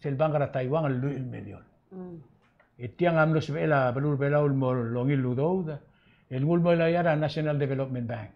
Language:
Palauan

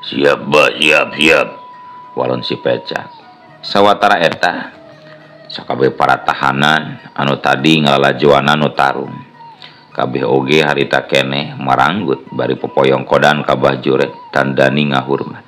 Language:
Sundanese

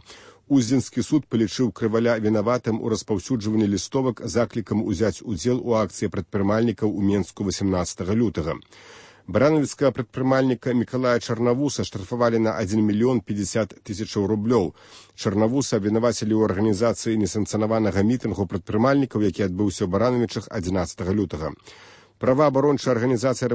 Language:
Belarusian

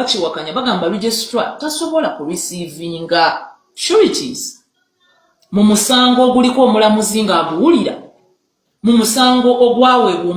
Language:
Ganda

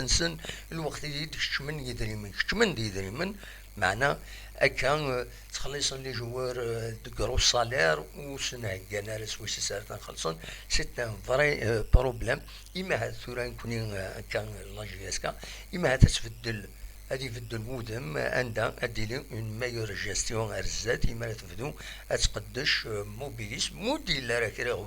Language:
Kabyle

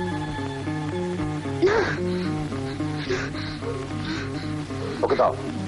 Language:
Bangla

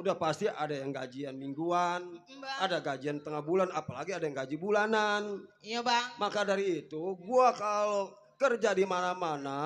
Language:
Betawi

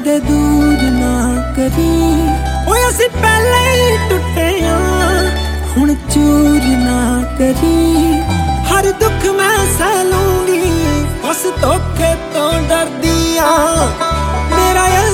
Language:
Punjabi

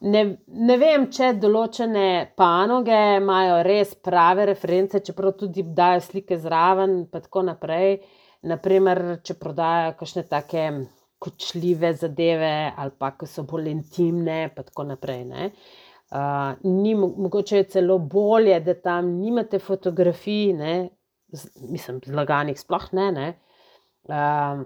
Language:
Slovenian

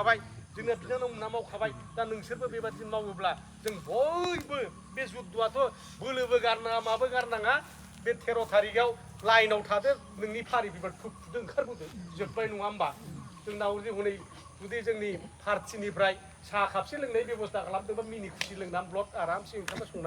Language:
Bodo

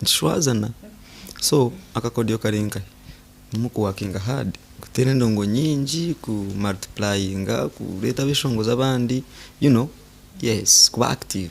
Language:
Nyankole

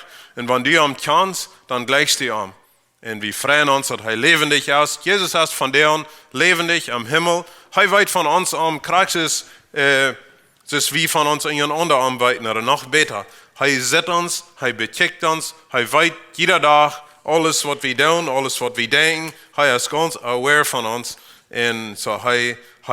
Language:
Plautdietsch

